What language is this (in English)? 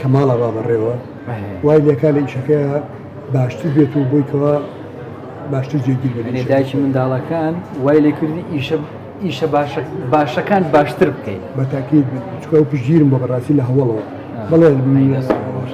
Central Kurdish